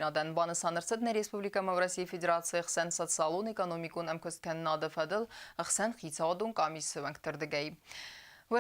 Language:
Ossetic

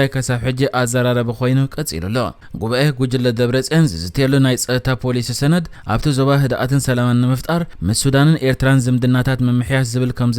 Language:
Tigrinya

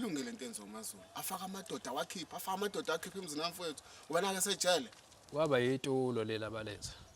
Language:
Zulu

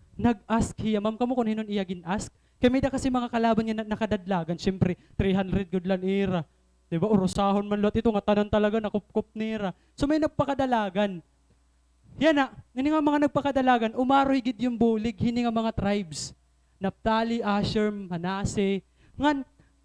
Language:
Waray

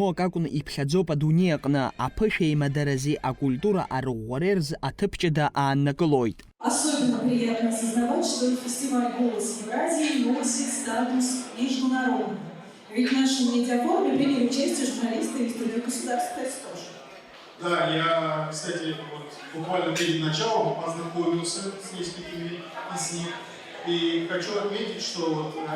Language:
Abkhazian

